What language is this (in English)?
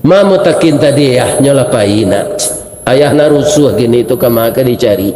Minangkabau